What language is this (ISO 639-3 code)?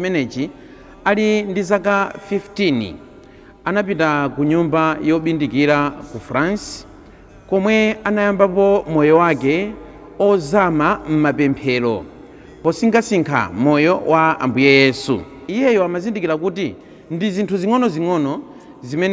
nya